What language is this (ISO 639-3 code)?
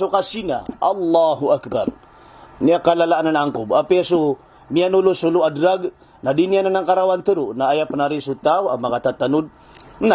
mrw